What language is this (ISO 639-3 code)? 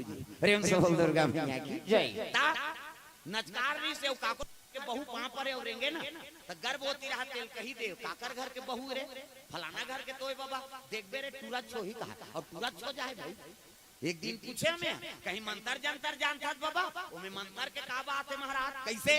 hne